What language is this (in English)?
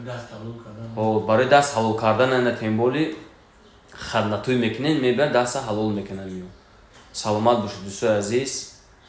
Tajik